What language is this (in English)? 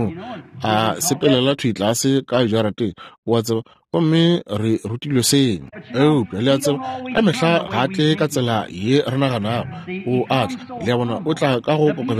Northern Sotho